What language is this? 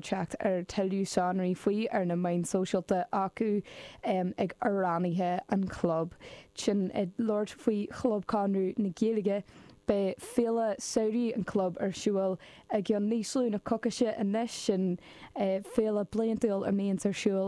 Irish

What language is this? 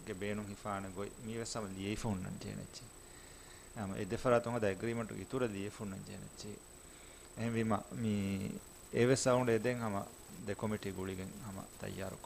Divehi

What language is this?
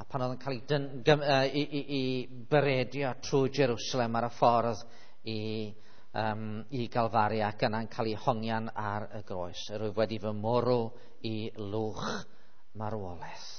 Welsh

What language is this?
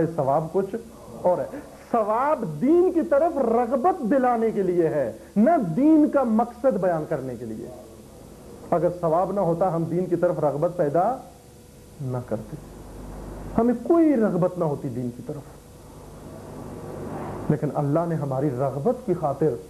Urdu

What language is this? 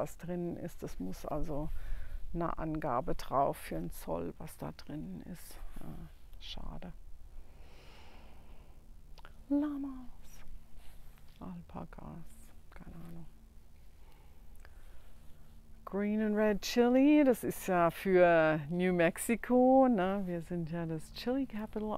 German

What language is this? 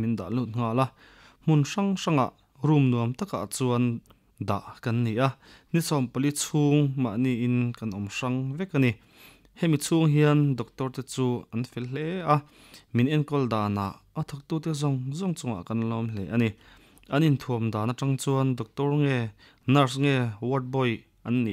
Mizo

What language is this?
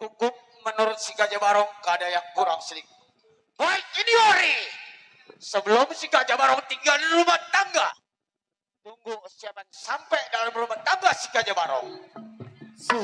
Betawi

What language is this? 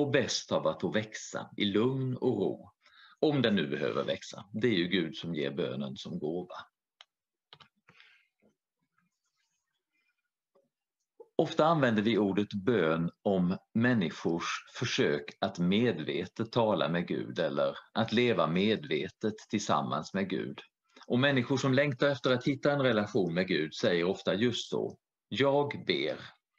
Swedish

